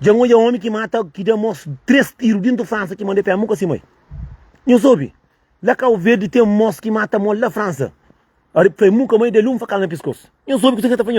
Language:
Kabuverdianu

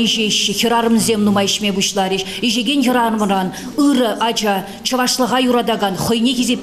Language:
Chuvash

